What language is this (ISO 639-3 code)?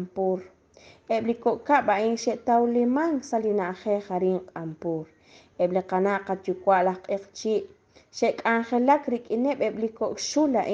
kek